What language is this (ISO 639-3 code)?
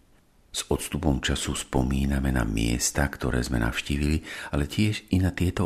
slk